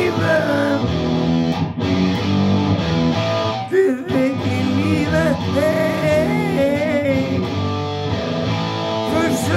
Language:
Norwegian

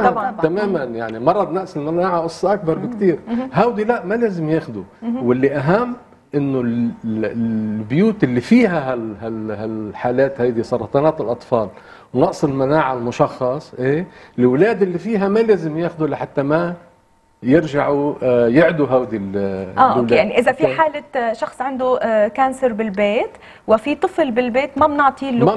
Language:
North Levantine Arabic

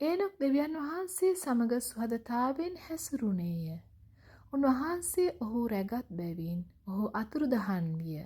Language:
Sinhala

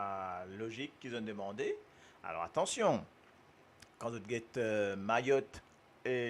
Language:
Morisyen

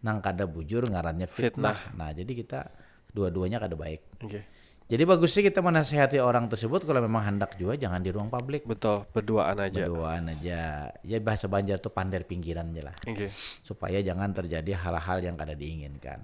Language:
Banjar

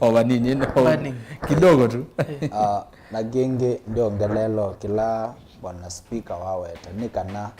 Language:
Kamba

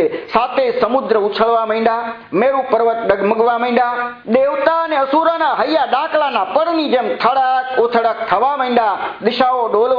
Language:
Gujarati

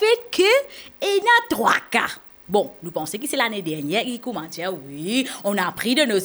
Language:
Morisyen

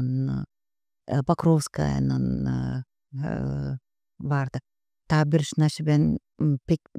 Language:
Gagauz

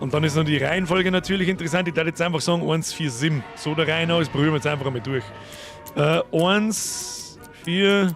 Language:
Bavarian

